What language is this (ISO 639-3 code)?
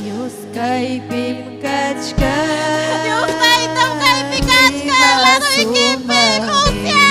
quy